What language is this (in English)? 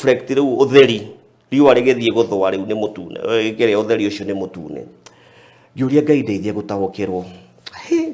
Kikuyu